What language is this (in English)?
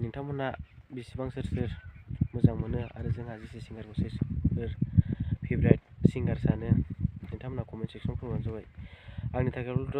Bodo